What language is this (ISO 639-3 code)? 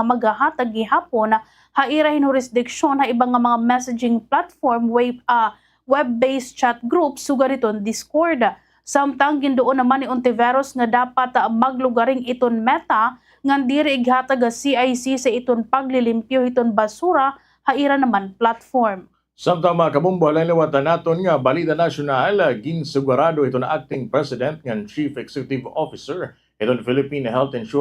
war